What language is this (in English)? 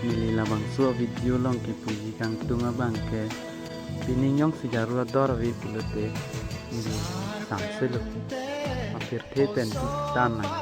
Karbi